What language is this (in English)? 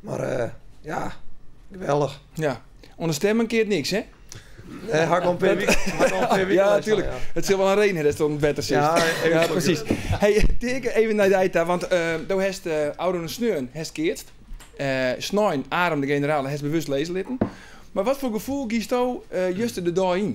Western Frisian